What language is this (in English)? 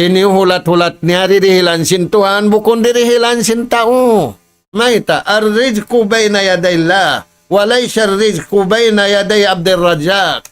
Tausug